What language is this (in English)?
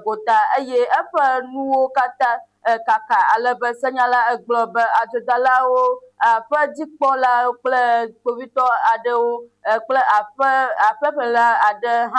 Ewe